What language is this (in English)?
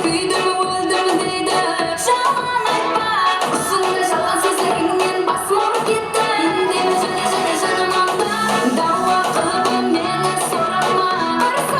Kara-Kalpak